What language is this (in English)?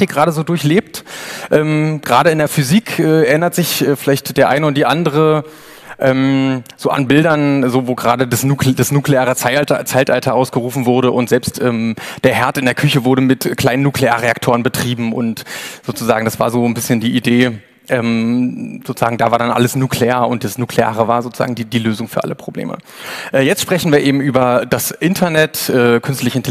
German